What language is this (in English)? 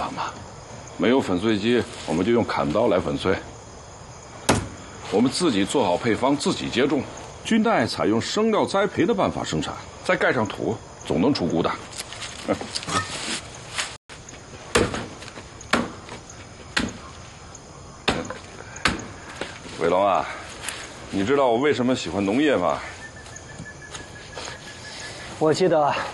Chinese